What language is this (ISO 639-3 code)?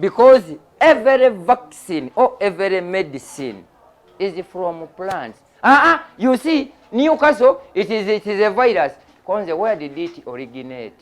lug